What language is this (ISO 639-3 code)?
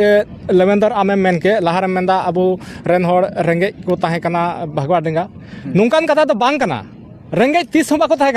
sat